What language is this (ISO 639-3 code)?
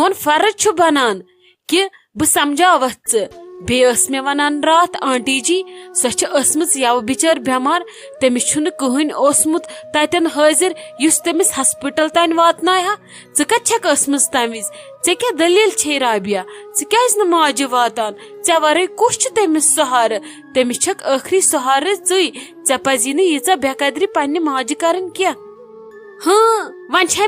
kas